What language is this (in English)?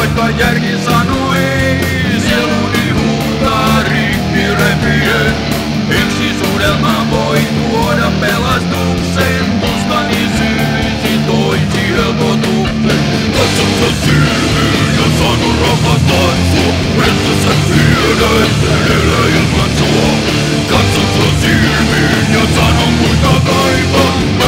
Finnish